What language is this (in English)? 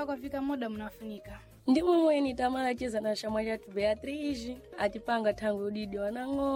Sena